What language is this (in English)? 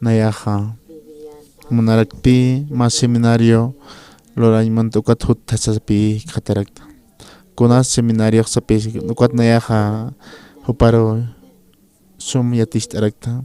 Aymara